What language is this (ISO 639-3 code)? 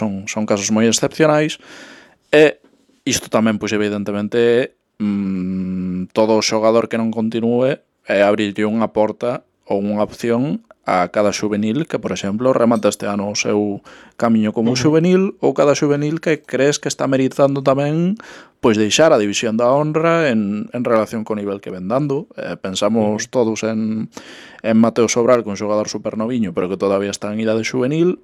glg